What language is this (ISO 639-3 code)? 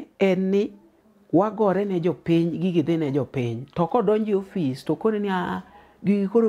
luo